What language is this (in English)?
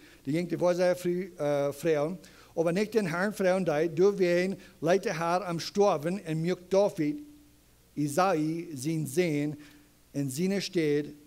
Plautdietsch